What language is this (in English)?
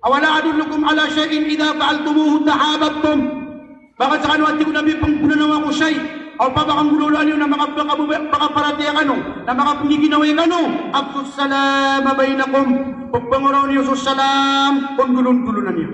Maranao